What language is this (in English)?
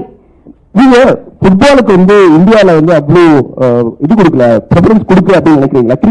Tamil